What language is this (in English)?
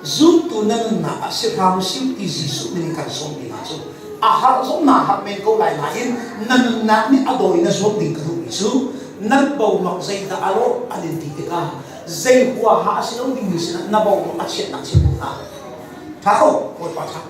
Hakha Chin